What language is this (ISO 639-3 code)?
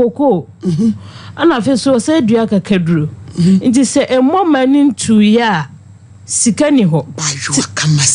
aka